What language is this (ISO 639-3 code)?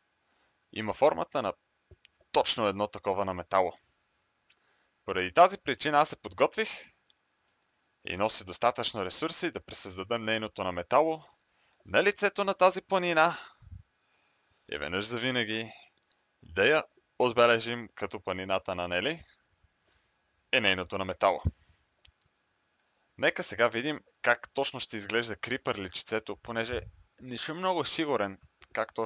bul